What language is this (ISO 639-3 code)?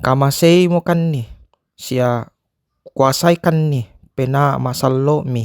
sda